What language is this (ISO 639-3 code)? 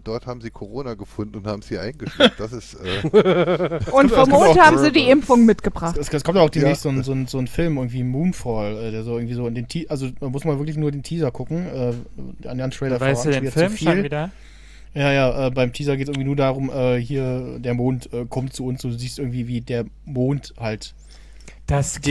deu